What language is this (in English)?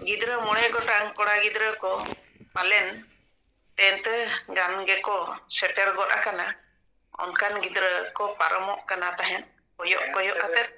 Santali